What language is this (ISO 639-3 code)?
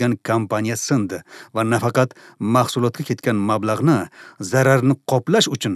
uzb